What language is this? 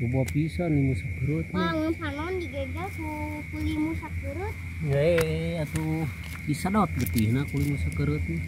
Sundanese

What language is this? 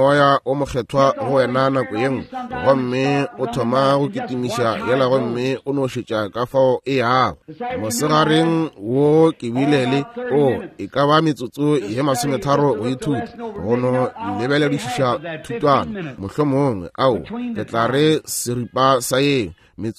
Northern Sotho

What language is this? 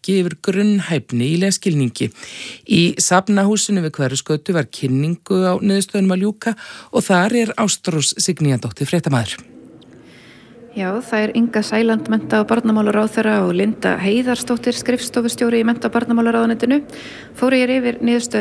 Icelandic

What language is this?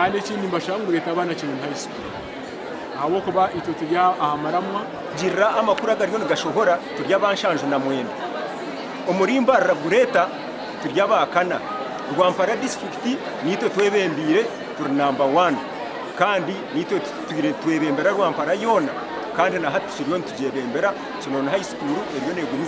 Nyankole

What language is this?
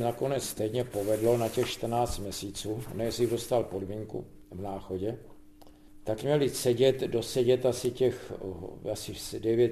Czech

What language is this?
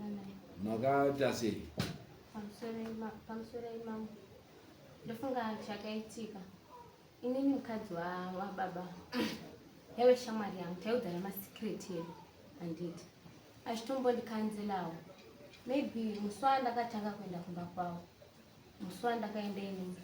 Shona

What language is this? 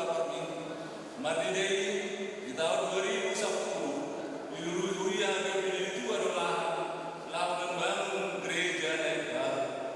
Batak Toba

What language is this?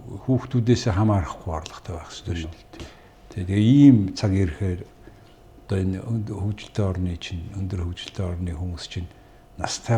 Mongolian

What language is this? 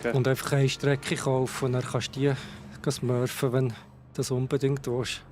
Swiss German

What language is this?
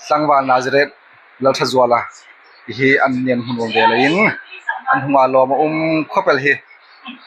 Hmar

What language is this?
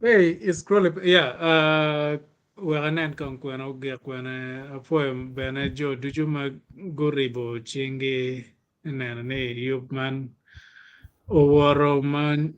Acoli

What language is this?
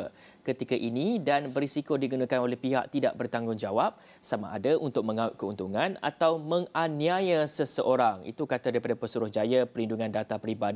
Malay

